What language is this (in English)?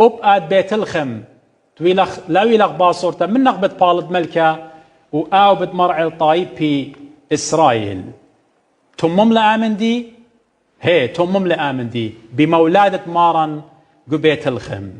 Assyrian Neo-Aramaic